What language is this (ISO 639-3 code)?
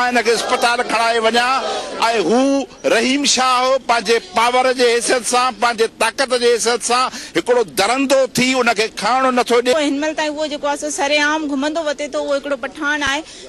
snd